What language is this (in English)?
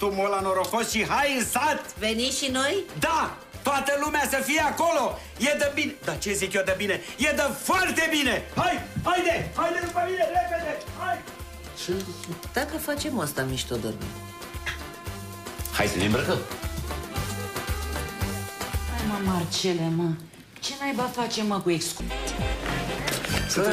Romanian